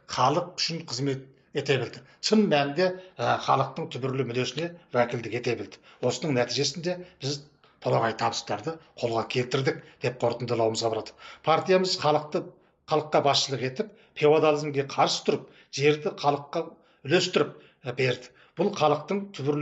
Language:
Kazakh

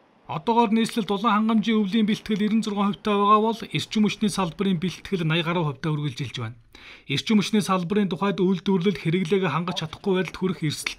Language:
Mongolian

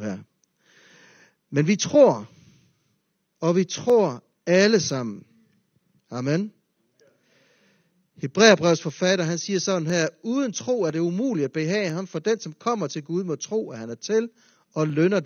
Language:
Danish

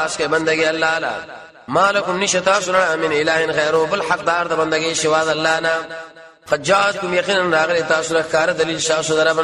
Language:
Pashto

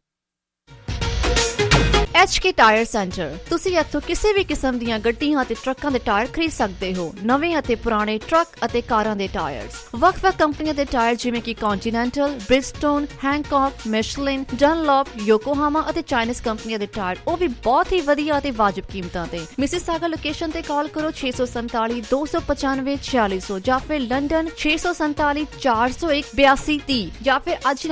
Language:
Punjabi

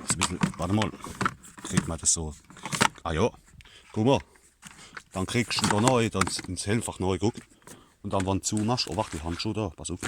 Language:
Palatine German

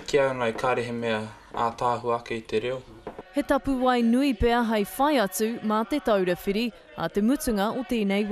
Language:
Māori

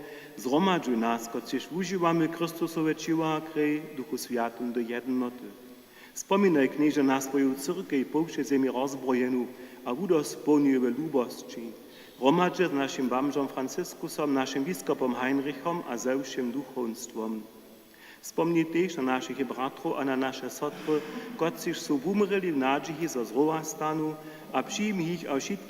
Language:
Upper Sorbian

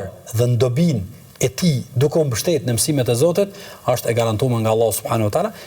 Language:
Albanian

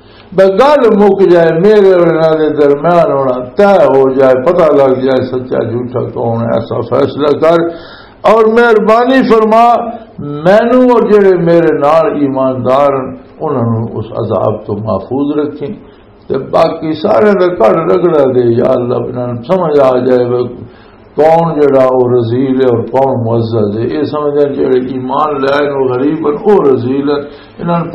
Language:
Western Panjabi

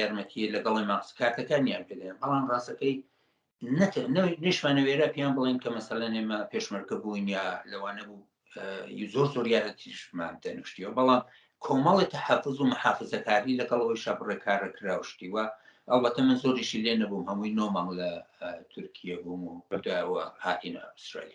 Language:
Central Kurdish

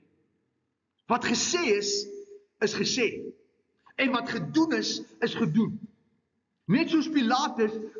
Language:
Afrikaans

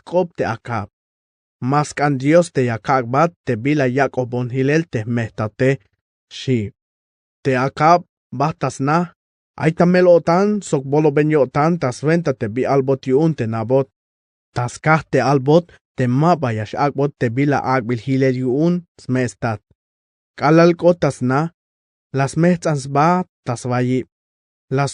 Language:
Tzeltal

